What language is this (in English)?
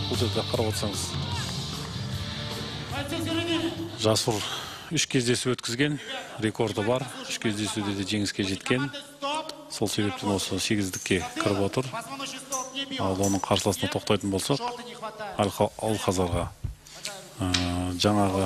Kazakh